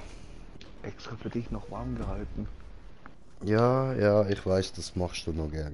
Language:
Swiss German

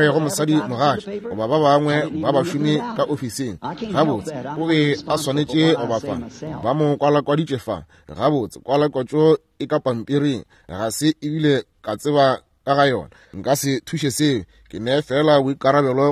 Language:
Northern Sotho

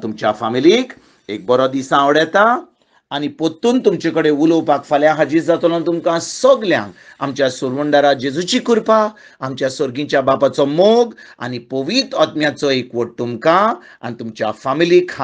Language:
Konkani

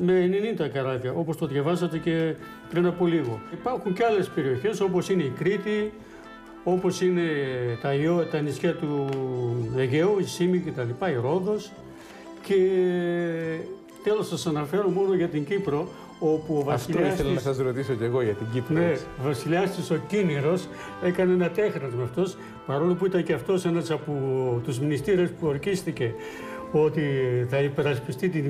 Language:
Greek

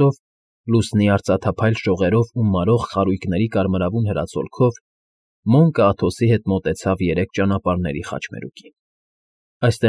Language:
Armenian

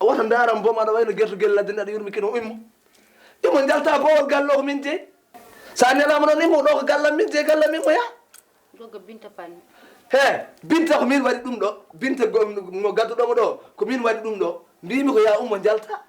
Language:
Fula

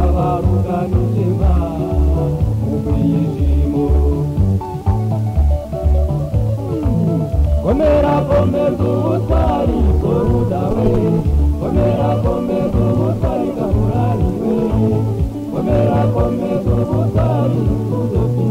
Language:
Kinyarwanda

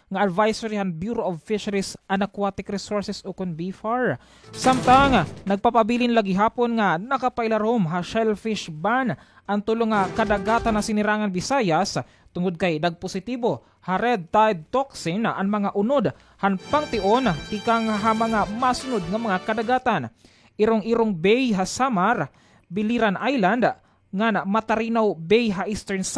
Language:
Waray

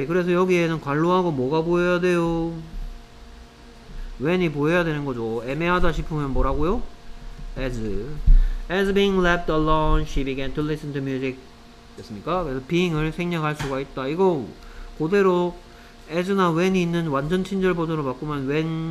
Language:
Korean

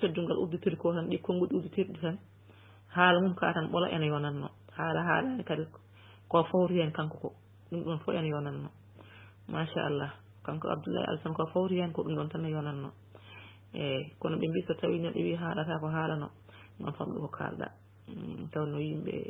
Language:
Fula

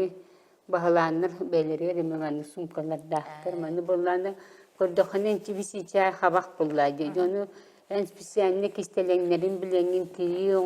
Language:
Yakut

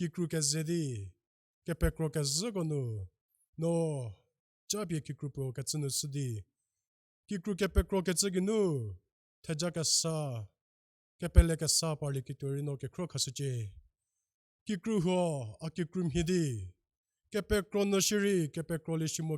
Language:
Angami Naga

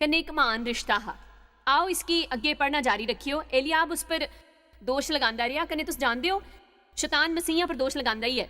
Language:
Dogri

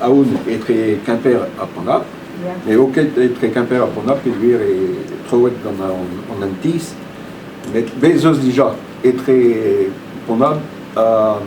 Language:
Breton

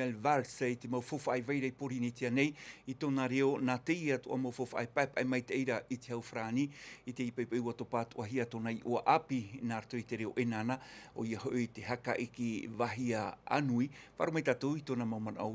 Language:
Tahitian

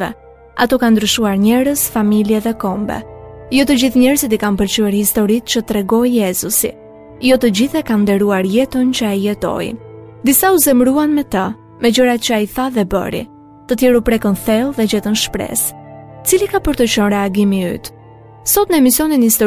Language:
Albanian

